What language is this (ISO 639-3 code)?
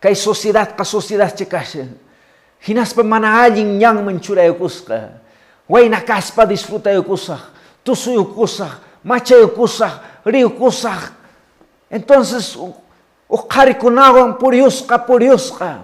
que